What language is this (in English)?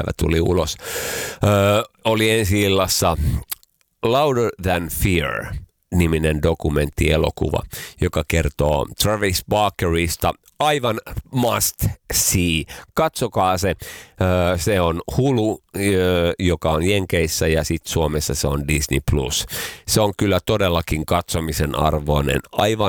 Finnish